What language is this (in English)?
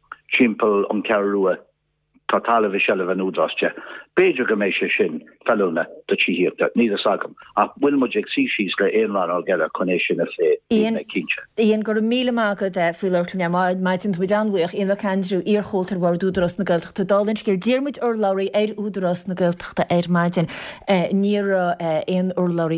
Irish